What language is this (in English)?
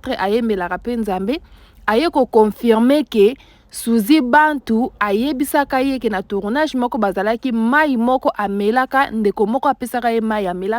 Lingala